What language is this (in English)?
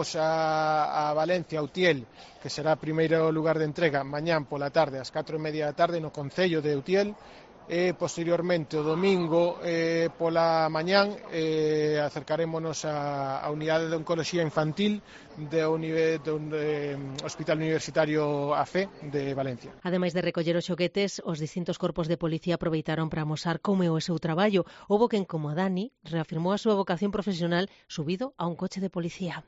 Galician